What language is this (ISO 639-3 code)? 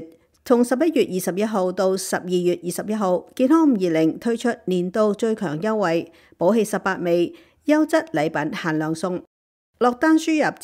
yue